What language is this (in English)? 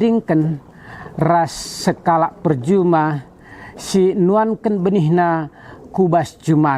Batak Karo